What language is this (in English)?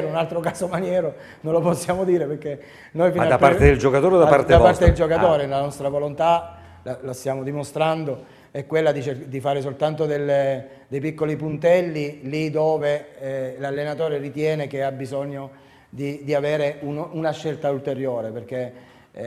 Italian